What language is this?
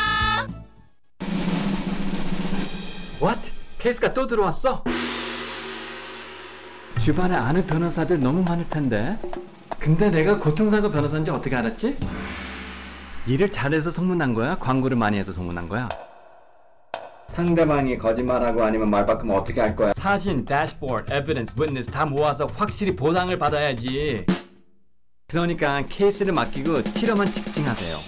Korean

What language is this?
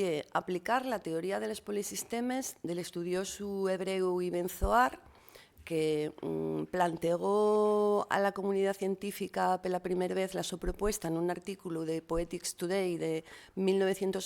Asturian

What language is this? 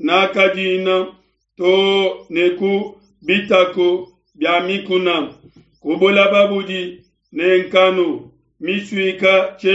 Luba-Lulua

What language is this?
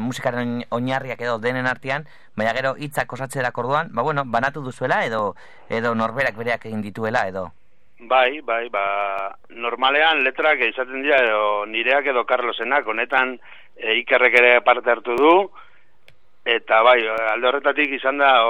Basque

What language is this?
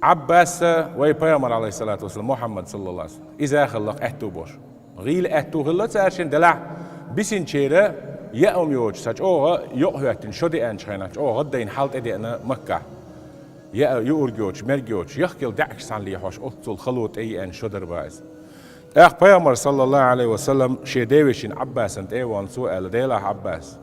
Chechen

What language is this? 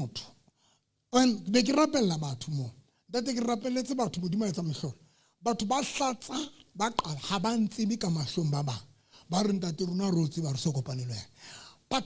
Southern Sotho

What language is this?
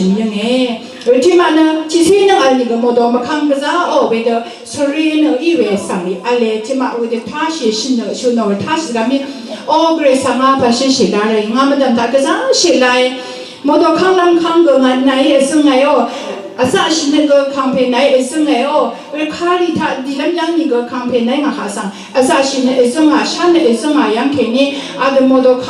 Rawang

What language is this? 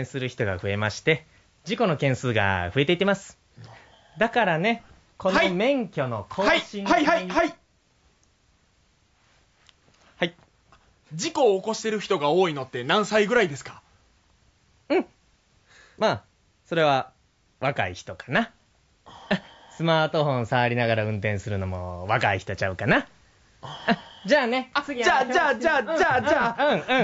Japanese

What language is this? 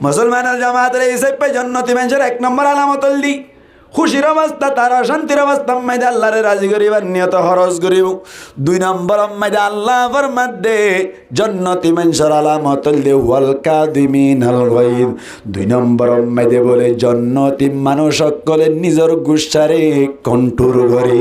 Rohingya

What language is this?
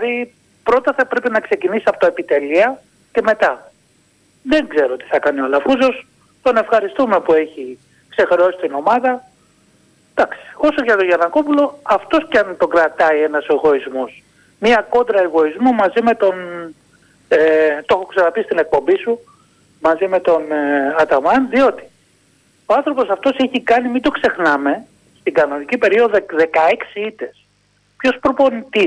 Greek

